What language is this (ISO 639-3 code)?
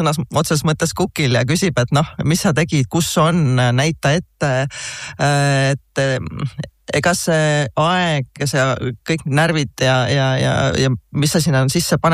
est